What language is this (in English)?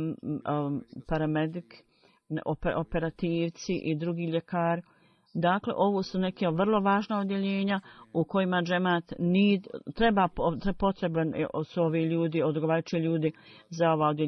Bosnian